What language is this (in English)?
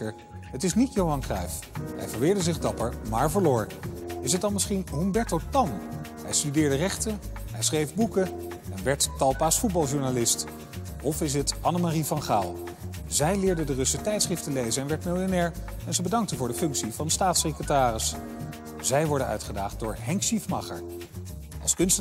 Dutch